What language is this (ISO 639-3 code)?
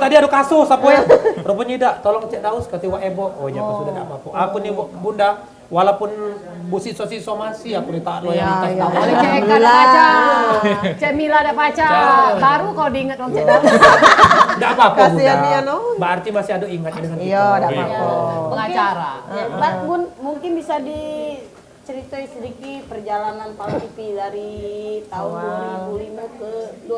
mui